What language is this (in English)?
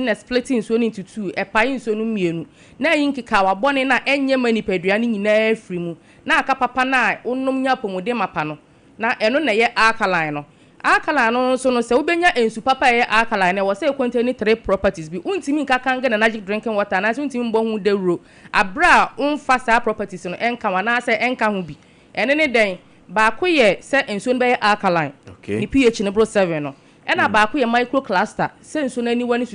Akan